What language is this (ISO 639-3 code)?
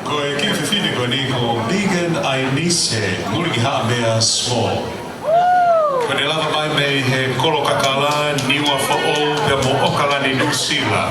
ton